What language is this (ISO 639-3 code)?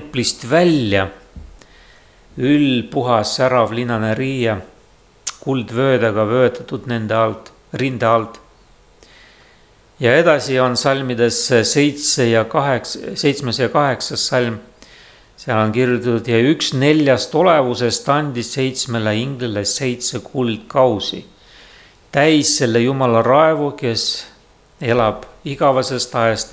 est